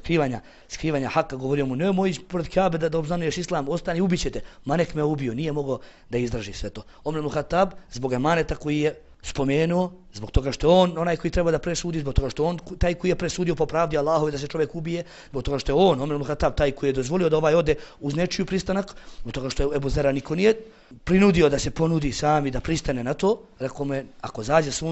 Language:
Bosnian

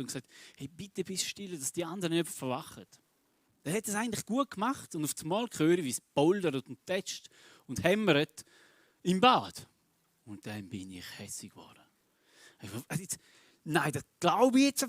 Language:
Swiss German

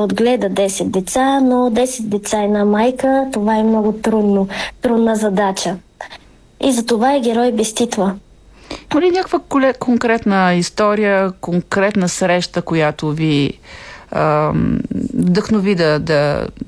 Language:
Bulgarian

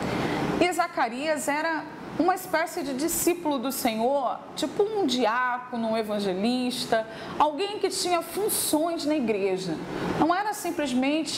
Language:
Portuguese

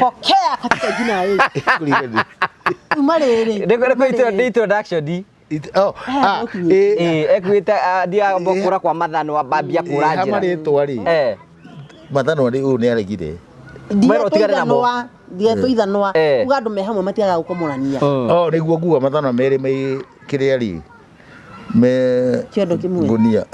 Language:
Kikuyu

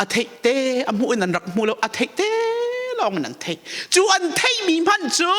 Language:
Hakha Chin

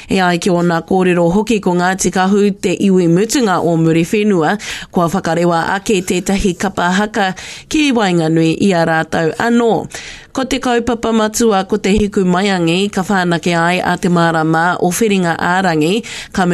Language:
Māori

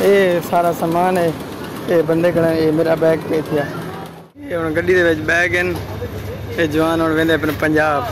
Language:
Saraiki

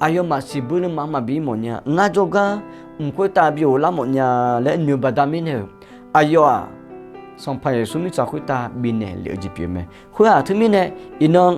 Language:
Akha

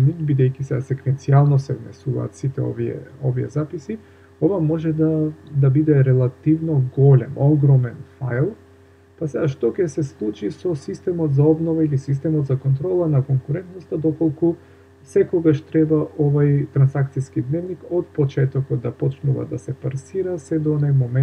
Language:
Macedonian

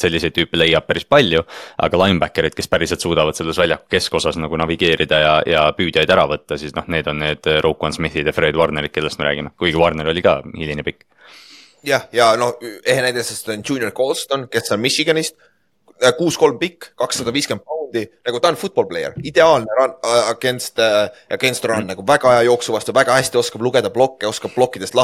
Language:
Estonian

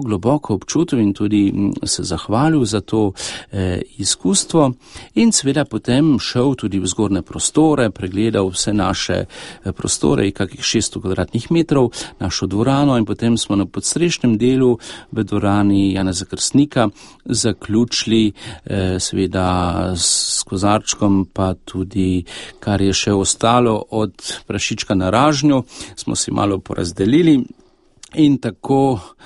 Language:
Slovenian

